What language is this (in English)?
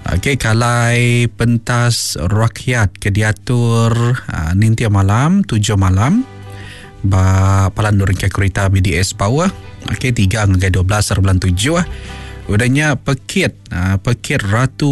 Iban